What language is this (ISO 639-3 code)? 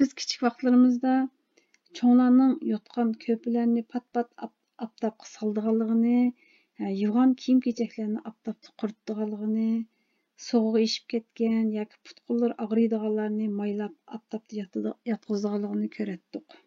uig